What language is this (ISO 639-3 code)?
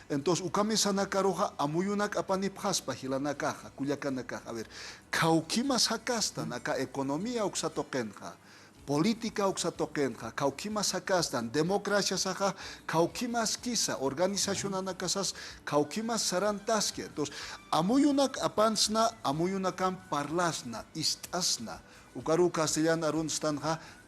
aym